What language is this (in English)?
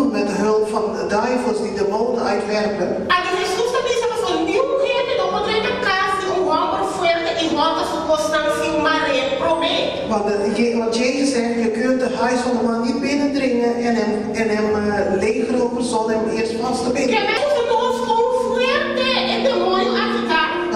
Papiamento